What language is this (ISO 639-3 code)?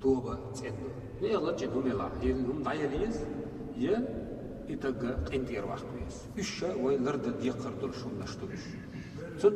che